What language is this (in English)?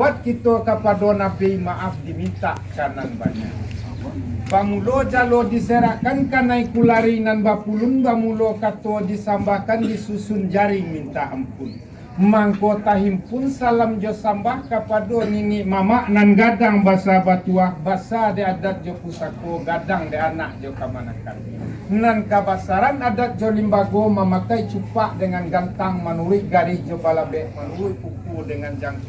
Minangkabau